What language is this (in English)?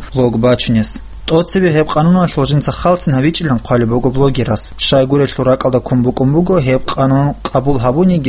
Avaric